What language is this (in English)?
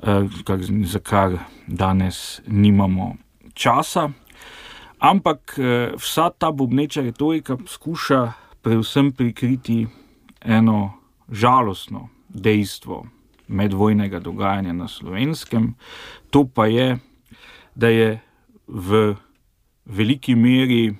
Slovenian